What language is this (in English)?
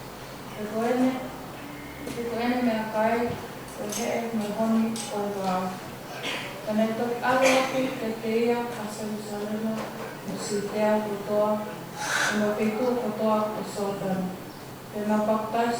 Tongan